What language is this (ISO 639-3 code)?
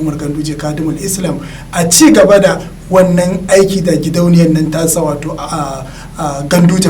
hau